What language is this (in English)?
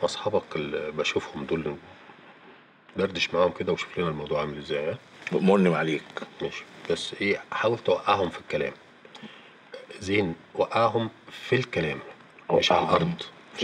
Egyptian Arabic